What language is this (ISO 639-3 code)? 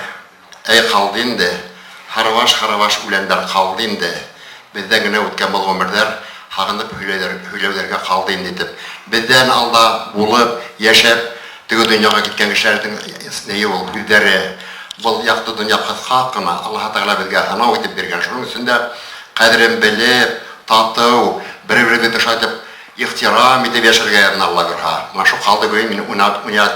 bak